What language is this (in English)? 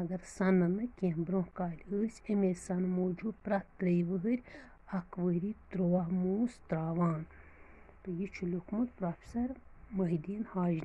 Kashmiri